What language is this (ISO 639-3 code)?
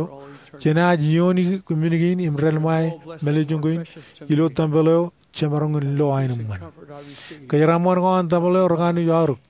mah